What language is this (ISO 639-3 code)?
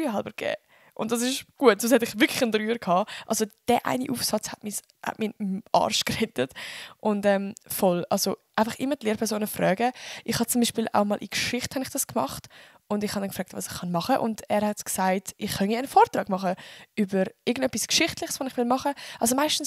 gsw